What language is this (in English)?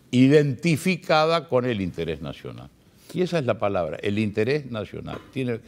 Spanish